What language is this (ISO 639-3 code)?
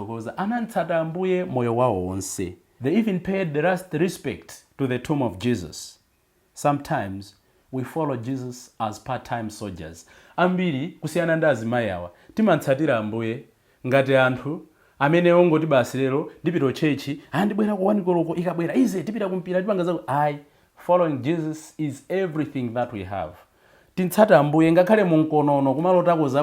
nya